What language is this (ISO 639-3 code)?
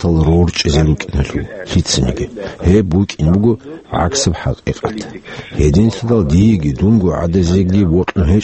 ava